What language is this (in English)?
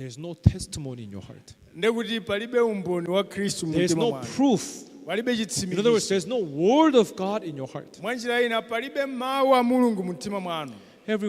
Nyanja